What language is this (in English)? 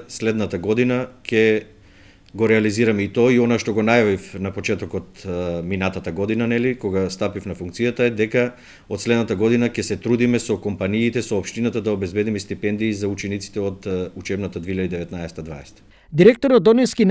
Macedonian